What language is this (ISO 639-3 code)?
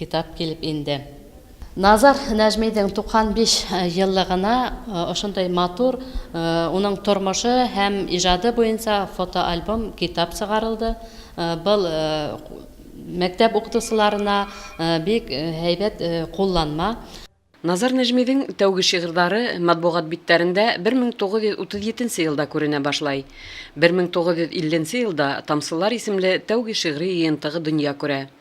bak